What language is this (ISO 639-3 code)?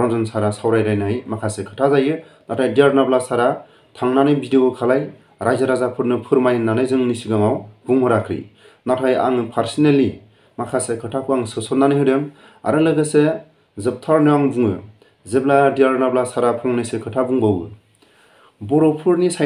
brx